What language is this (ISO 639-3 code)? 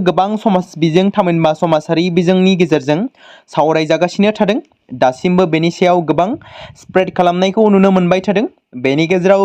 brx